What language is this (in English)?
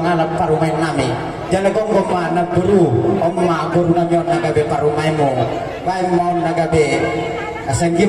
Batak Toba